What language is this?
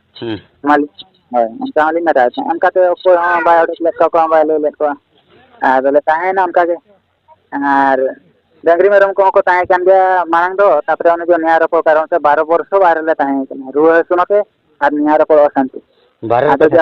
Santali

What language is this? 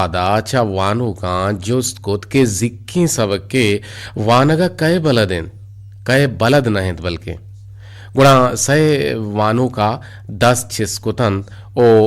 Eastern Balochi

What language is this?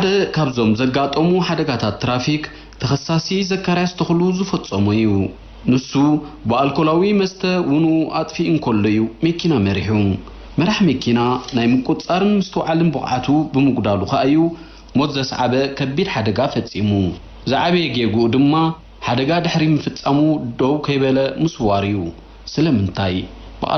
Tigrinya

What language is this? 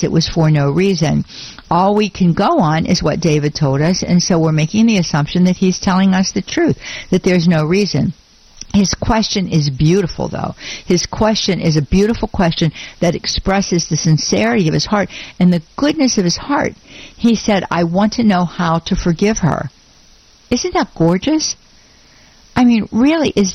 English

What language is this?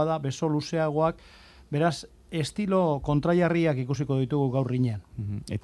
Basque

